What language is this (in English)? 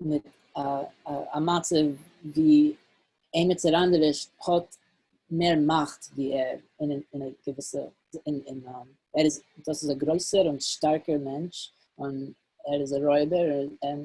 Yiddish